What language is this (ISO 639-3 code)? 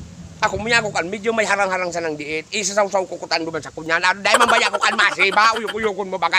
bik